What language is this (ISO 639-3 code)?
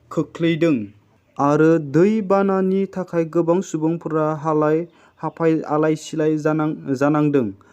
brx